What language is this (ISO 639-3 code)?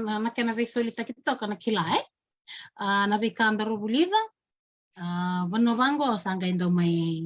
fij